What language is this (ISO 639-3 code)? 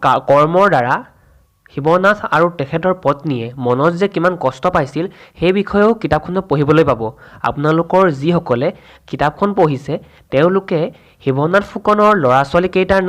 asm